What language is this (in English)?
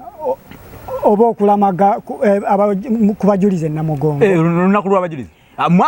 Ganda